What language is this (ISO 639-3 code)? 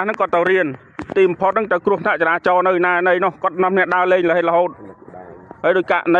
khm